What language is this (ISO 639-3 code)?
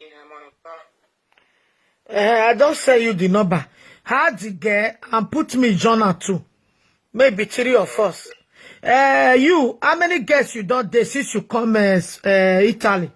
pcm